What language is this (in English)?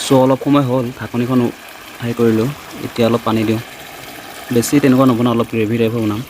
Assamese